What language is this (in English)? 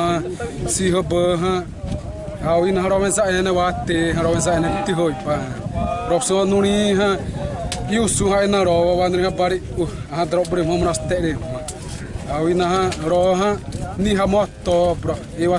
Xavánte